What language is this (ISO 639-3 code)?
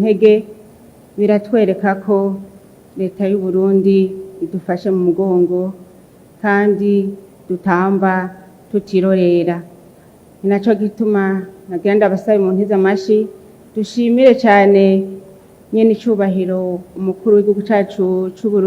run